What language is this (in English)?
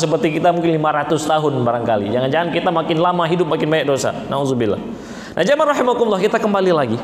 Indonesian